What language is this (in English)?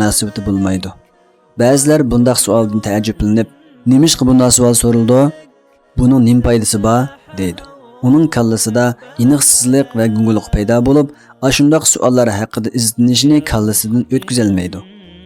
Uyghur